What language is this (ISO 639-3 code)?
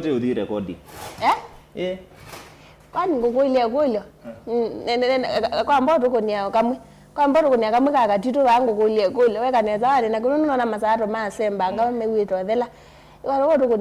kam